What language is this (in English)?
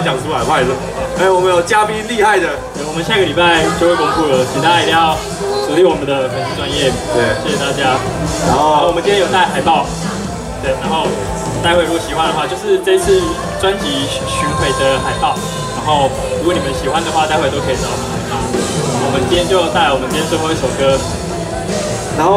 Chinese